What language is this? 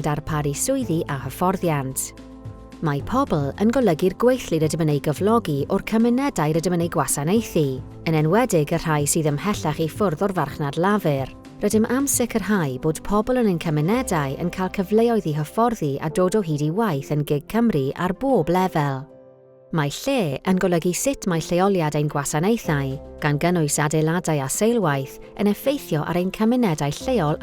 Welsh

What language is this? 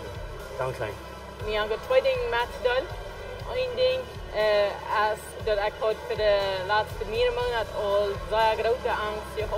Plautdietsch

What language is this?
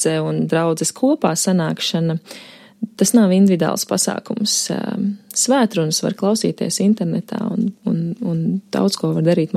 Latvian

